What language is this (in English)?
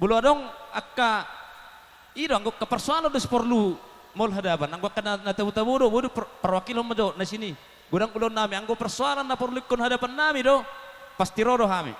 Batak Toba